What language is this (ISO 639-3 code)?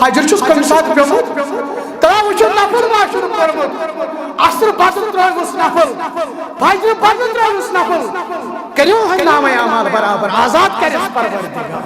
kas